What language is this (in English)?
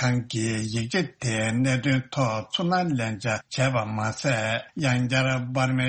Tibetan